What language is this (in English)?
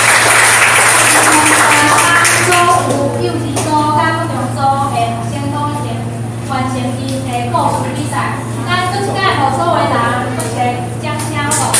Min Nan Chinese